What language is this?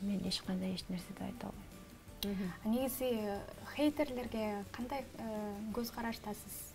Kyrgyz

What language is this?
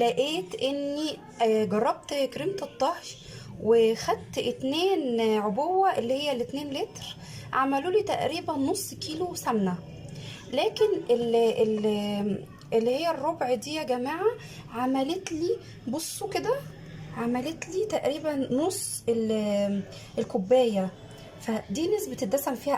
Egyptian Arabic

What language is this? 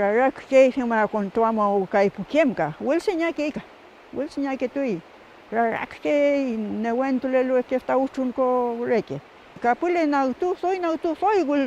Mapuche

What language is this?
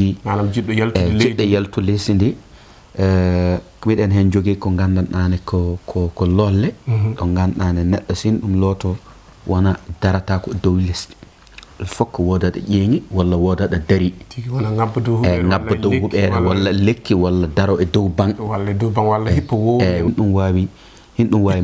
Fula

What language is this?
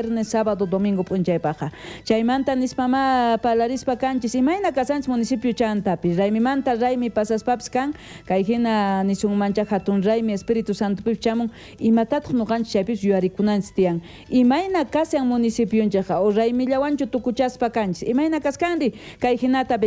South Bolivian Quechua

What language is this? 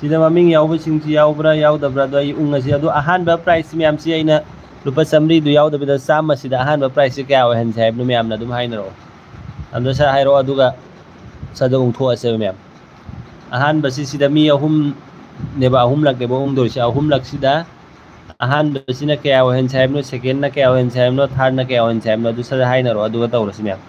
Manipuri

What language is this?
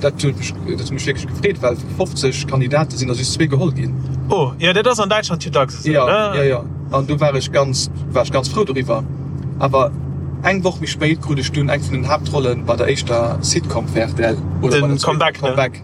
Luxembourgish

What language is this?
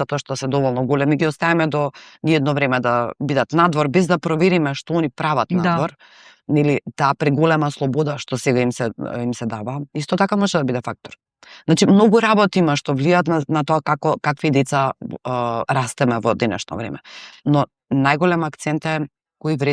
Macedonian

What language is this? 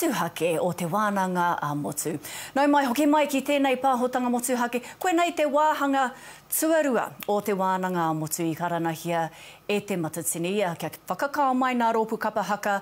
Māori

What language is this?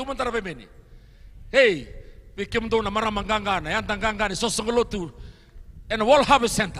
Fijian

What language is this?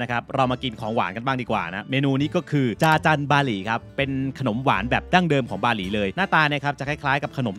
Thai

